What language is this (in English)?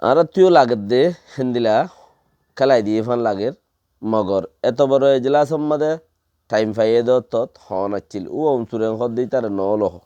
Rohingya